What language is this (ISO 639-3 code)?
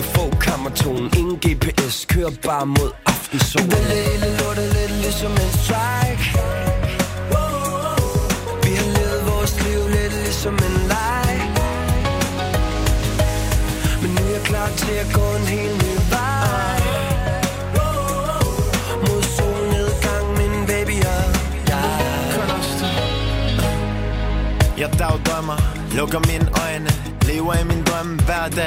dan